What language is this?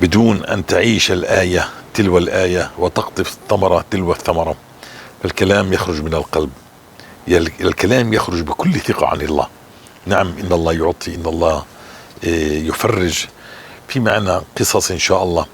North Levantine Arabic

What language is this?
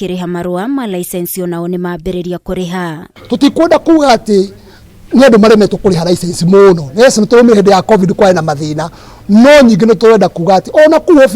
Kikuyu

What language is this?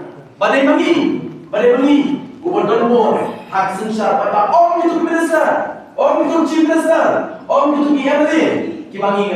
Khasi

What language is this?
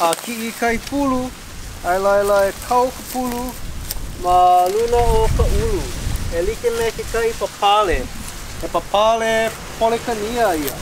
Hawaiian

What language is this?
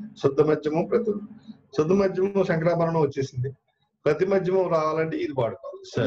Telugu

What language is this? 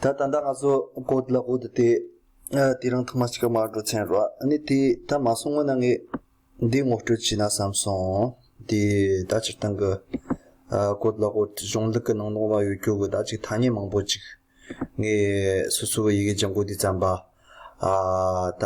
Tibetan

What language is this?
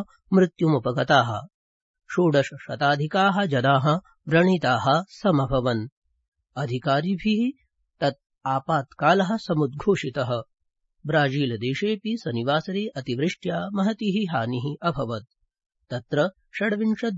Sanskrit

